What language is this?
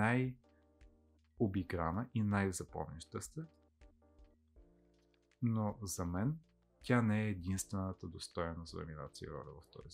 Bulgarian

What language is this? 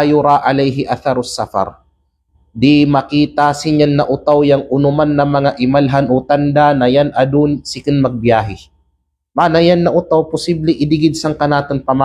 Kalagan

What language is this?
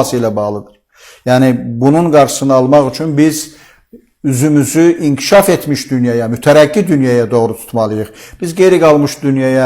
Azerbaijani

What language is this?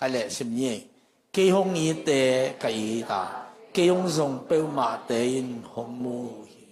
Tedim Chin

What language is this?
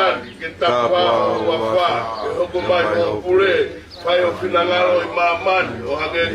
Tongan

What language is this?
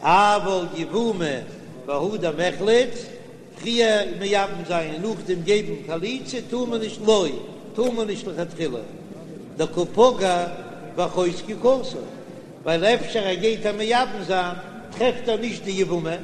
Yiddish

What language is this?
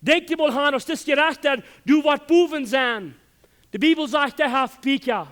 Plautdietsch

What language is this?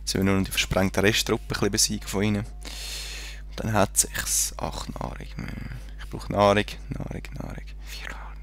Swiss German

